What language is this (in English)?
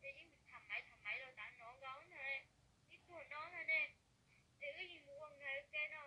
Hmong